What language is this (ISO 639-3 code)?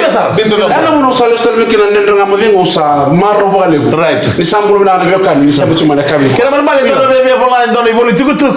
fij